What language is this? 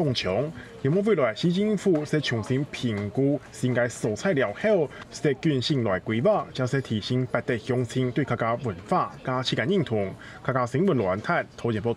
Hakka Chinese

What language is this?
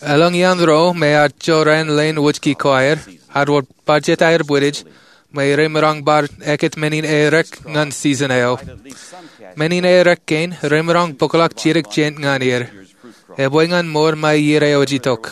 Marshallese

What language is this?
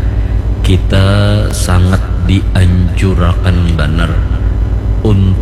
Banjar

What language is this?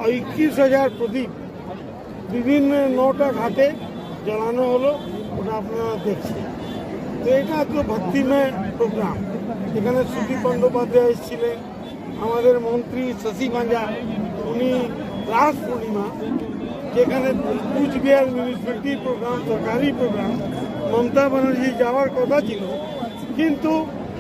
Bangla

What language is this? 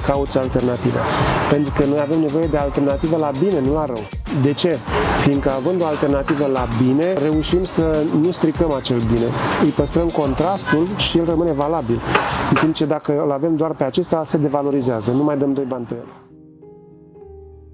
Romanian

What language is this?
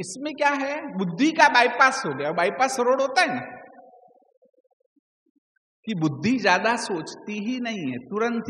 Hindi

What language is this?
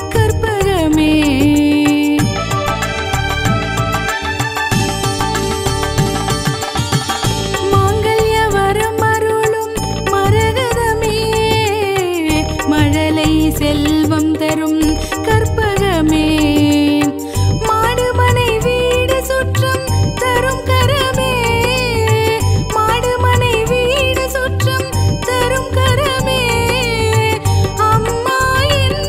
Tamil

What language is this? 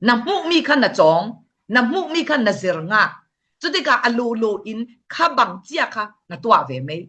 Falam Chin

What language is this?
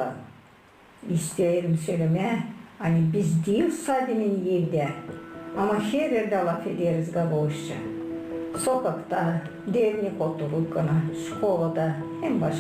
Gagauz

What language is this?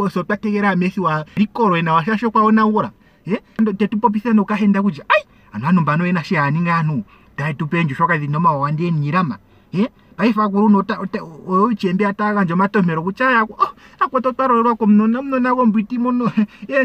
Ndonga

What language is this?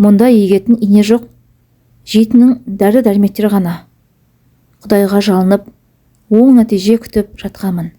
Kazakh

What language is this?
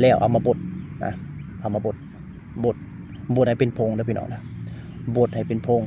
Lao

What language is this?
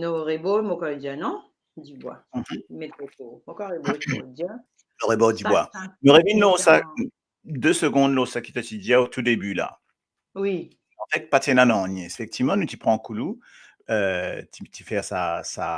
Morisyen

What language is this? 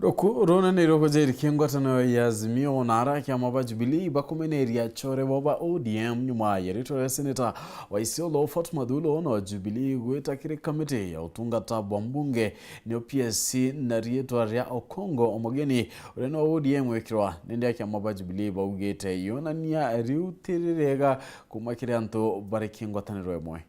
Meru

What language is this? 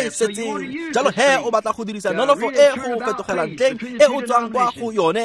Tswana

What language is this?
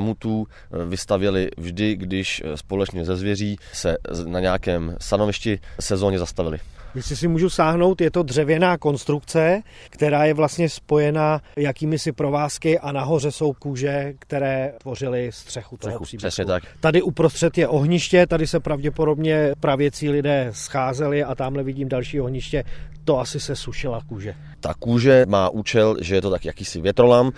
Czech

